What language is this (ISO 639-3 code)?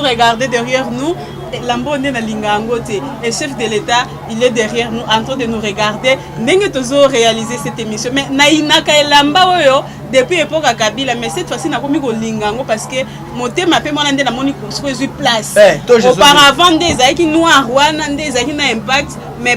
lin